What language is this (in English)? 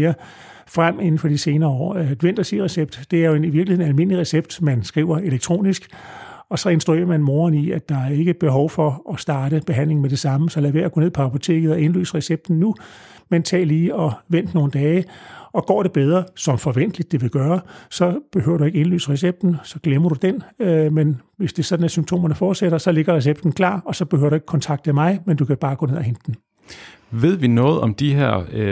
Danish